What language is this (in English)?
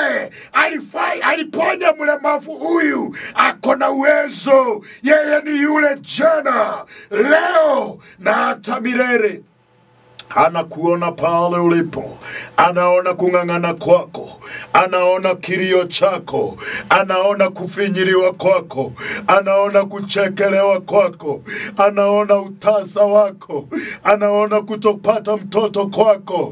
Swahili